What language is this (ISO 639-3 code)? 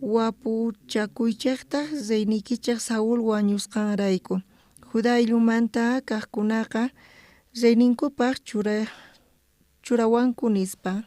quh